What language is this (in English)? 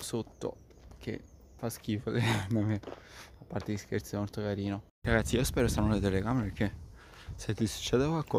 Italian